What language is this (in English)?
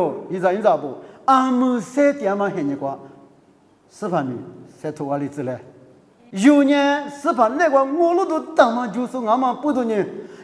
Lisu